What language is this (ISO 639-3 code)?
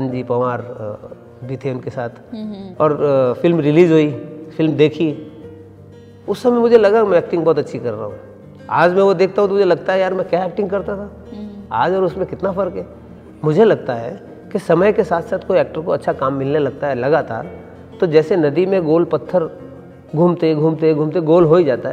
hin